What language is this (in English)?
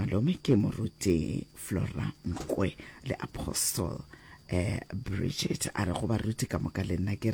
Northern Sotho